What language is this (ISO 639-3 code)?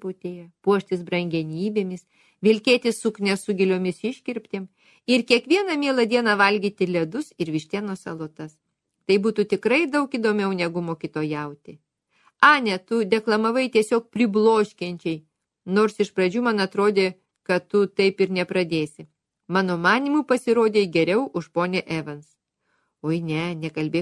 lit